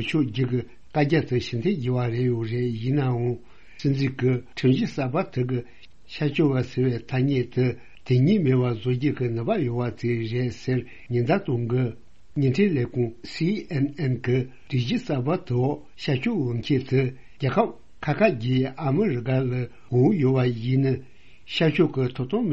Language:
Tibetan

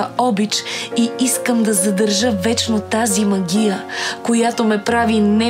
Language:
Bulgarian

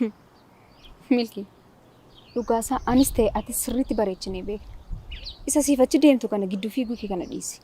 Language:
Oromo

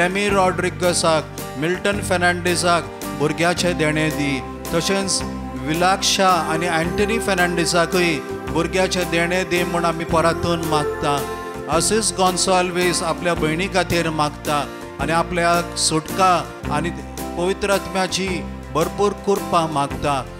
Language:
Konkani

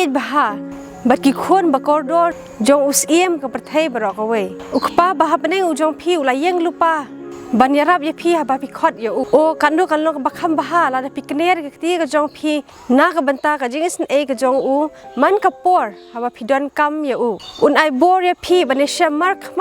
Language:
Khasi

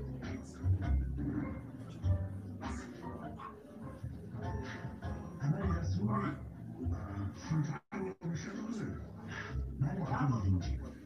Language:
Swahili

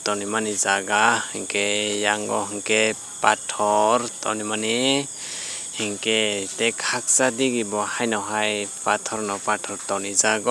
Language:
Kok Borok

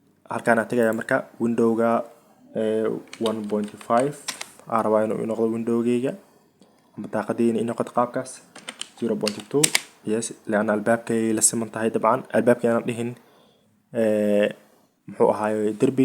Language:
Somali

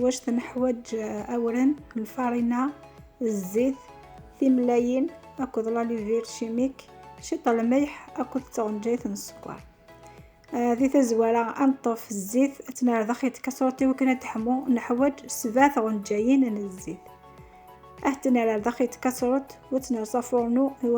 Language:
Kabyle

